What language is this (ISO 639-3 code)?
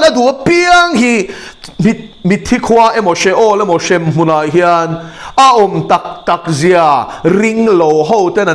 lus